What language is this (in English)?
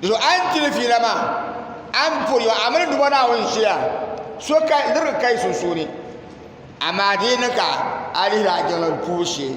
Dagbani